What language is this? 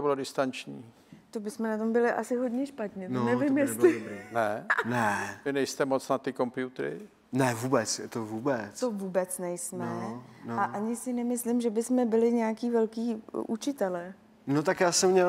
Czech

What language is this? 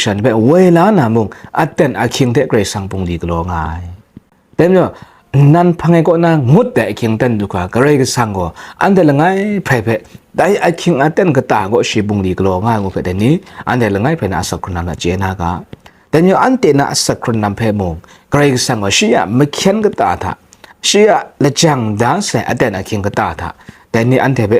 Kachin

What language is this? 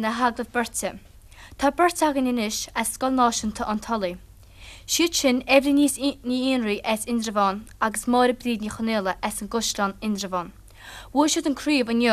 Irish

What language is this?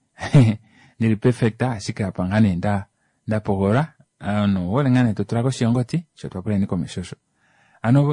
Kuanyama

